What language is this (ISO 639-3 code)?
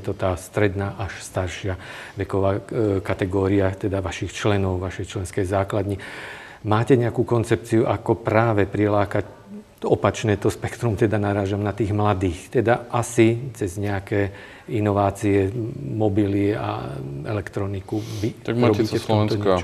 slk